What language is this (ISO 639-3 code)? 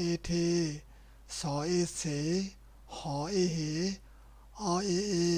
shn